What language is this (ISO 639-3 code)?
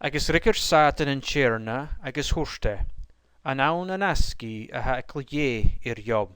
gla